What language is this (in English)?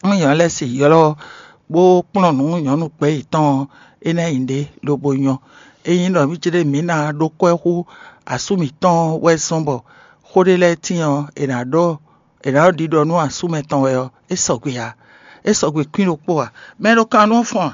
Fon